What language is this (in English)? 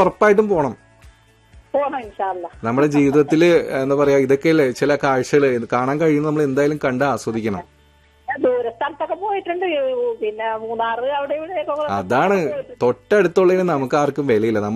Malayalam